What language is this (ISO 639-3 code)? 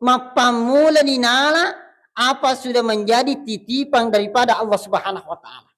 bug